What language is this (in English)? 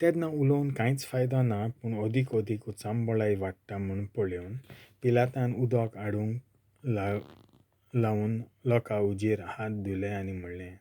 Konkani